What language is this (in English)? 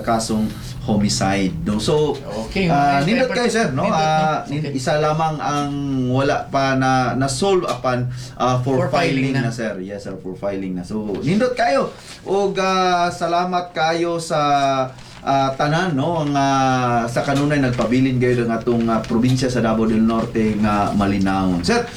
Cebuano